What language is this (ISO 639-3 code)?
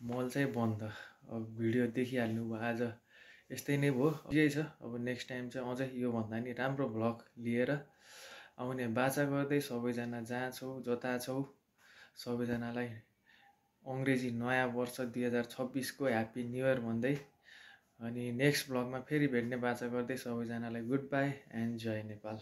nep